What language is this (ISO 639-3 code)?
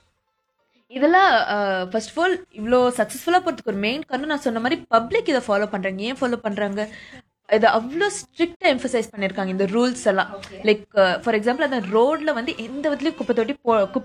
tam